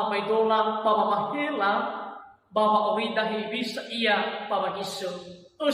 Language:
Nias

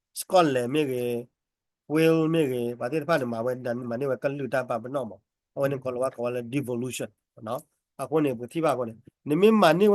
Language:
S'gaw Karen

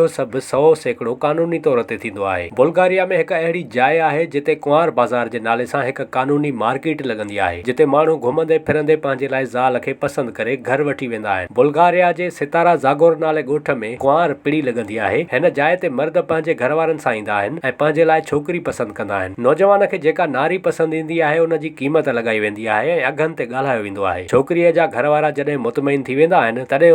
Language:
Sindhi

